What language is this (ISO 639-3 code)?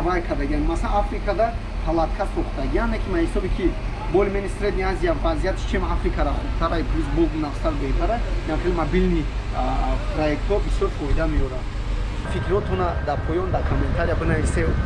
tgk